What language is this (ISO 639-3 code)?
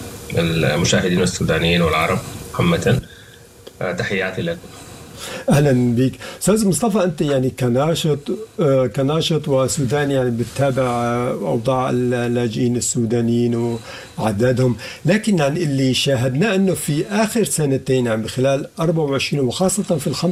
apd